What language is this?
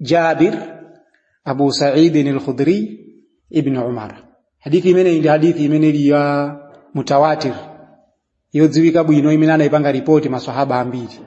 Nyanja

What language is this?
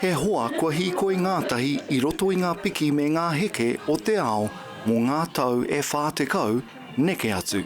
Māori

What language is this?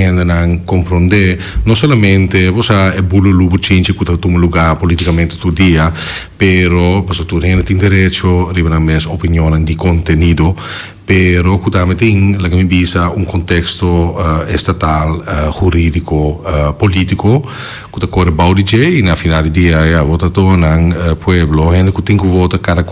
Papiamento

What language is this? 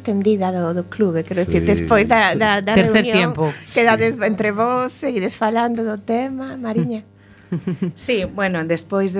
Galician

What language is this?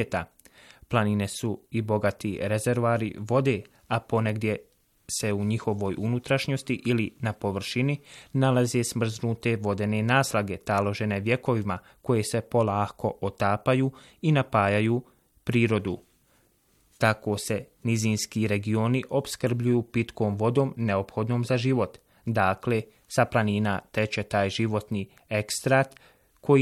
Bosnian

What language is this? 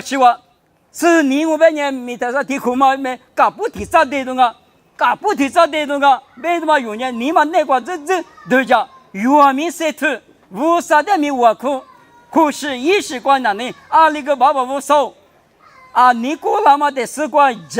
Lisu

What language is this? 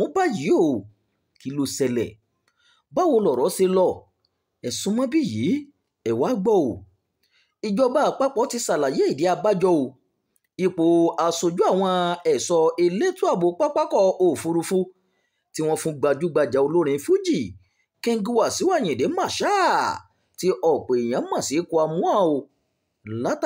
Yoruba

